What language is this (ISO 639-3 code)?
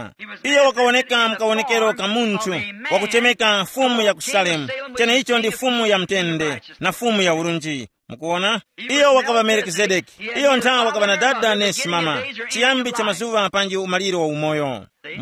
tum